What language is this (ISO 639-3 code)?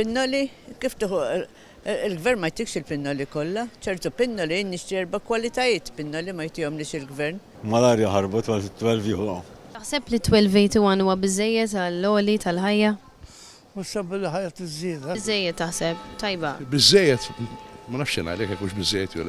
mlt